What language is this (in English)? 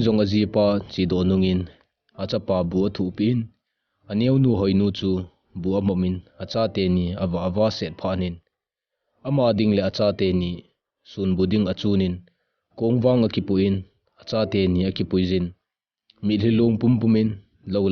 Thado Chin